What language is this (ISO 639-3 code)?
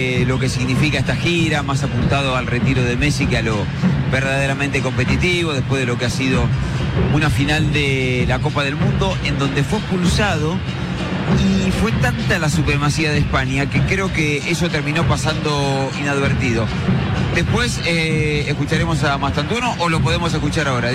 spa